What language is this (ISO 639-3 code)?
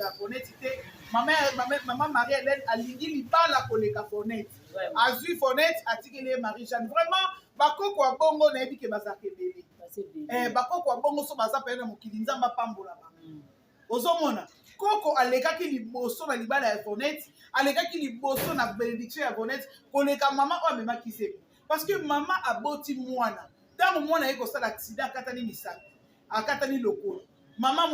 lin